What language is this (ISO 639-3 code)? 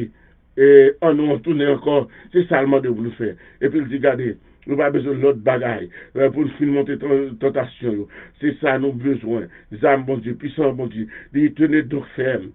hat